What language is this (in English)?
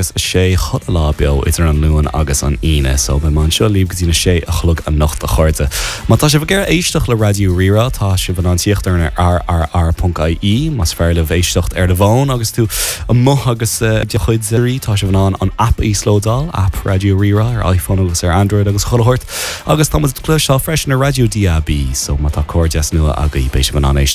Irish